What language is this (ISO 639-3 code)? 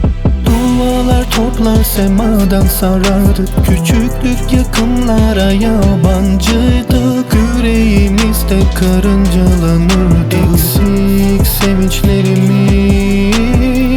tur